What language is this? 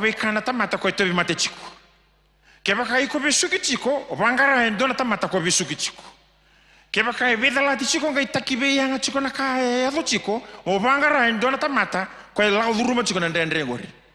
Fijian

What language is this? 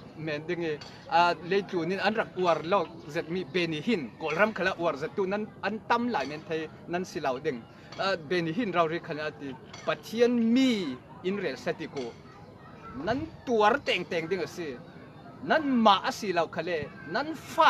Falam Chin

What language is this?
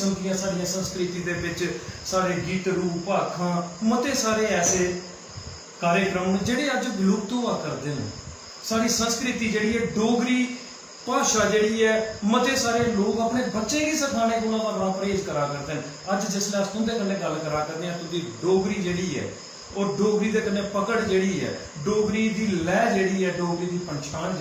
Dogri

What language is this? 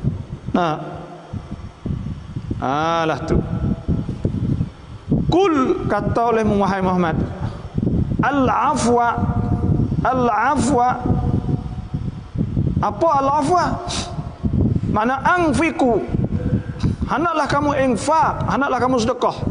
Malay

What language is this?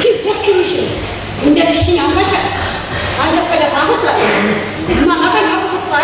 Chuvash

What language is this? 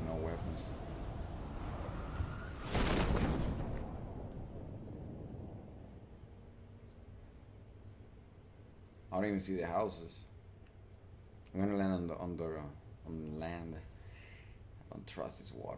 English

